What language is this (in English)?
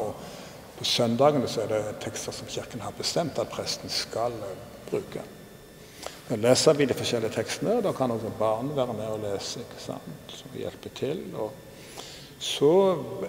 Norwegian